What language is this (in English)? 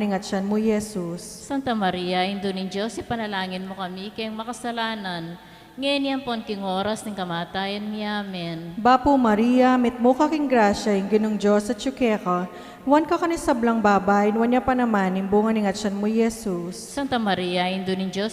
Pampanga